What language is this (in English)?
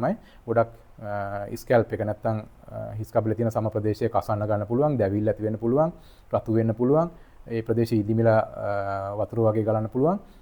Sinhala